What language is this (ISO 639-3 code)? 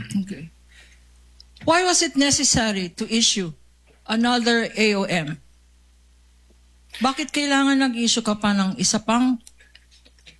fil